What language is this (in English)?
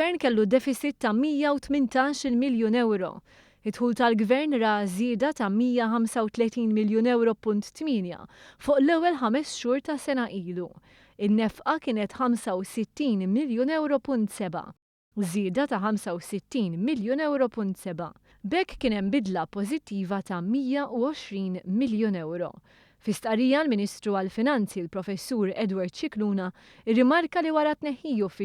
Maltese